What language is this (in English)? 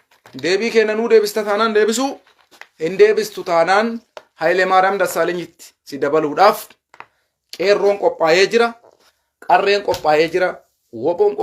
Oromo